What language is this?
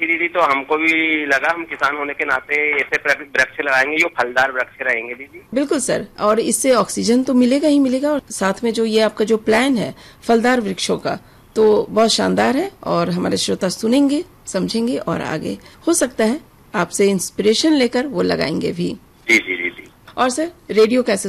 Hindi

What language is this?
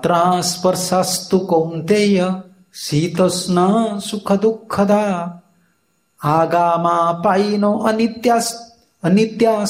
Odia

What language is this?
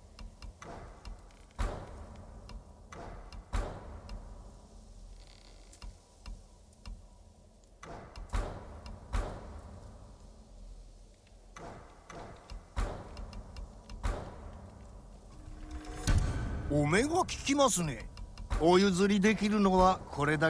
Japanese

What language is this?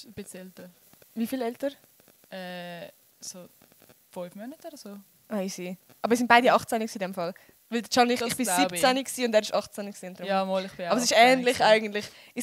Swiss German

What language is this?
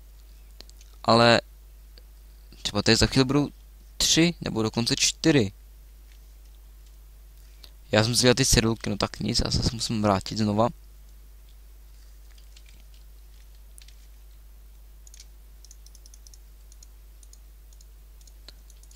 Czech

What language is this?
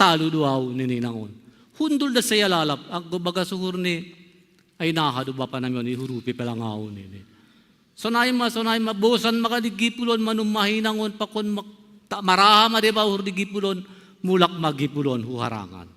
Batak Simalungun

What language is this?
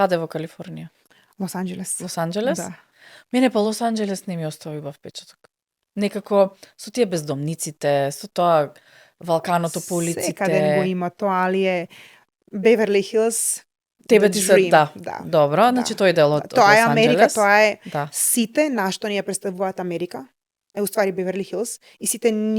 Macedonian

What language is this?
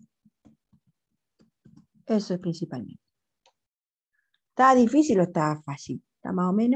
Spanish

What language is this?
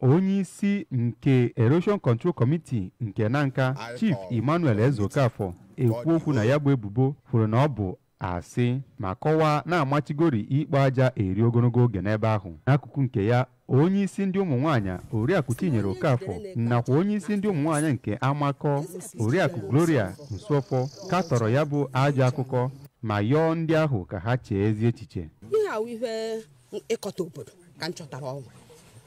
Igbo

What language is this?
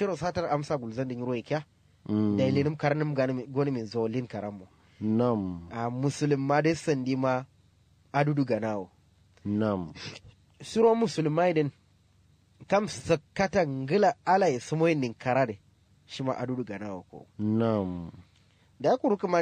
Kanuri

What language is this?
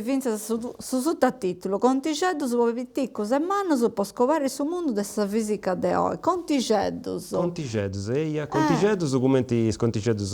Sardinian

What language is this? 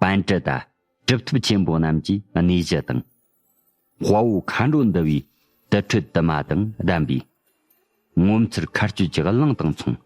Tibetan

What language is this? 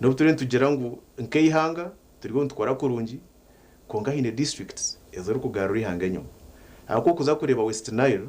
Nyankole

